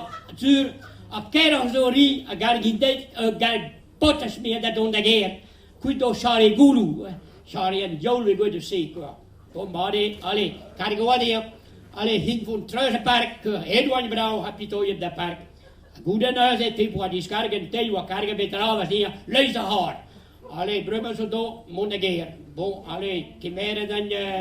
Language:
Breton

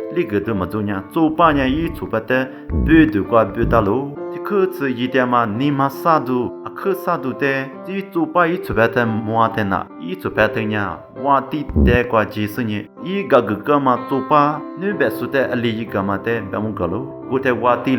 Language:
Lisu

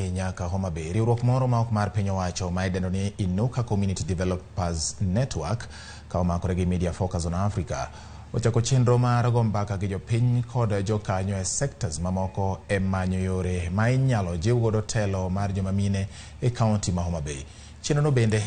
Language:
Luo (Kenya and Tanzania)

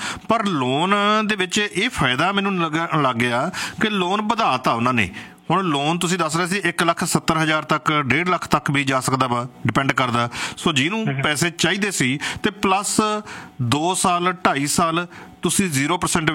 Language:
Punjabi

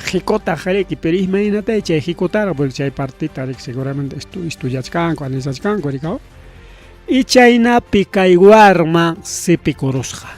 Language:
Ayacucho Quechua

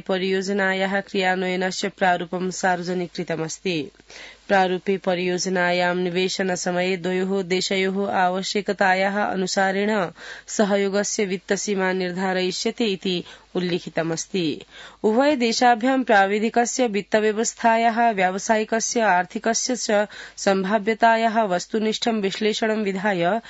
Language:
Sanskrit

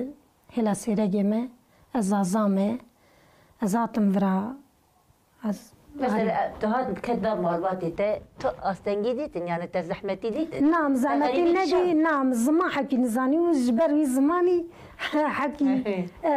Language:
Kurdish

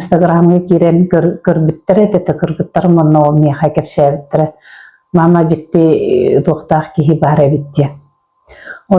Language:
Yakut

